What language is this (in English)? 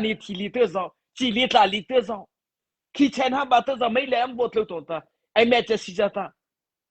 Mara Chin